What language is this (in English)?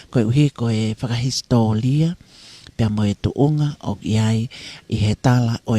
Tongan